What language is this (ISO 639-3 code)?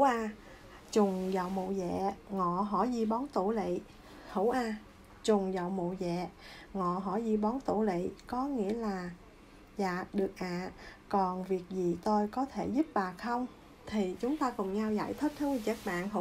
vie